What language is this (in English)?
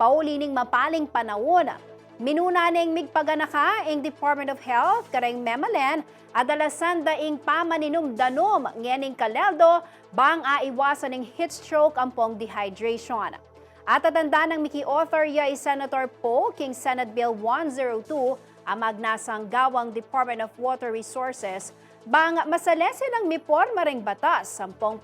Pampanga